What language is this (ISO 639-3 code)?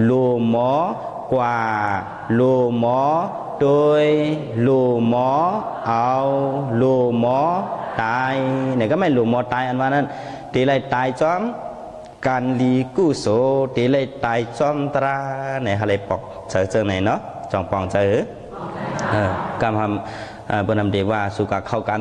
shn